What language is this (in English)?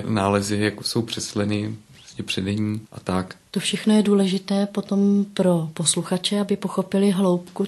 Czech